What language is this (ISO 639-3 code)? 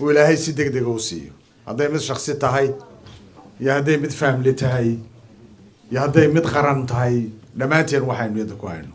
som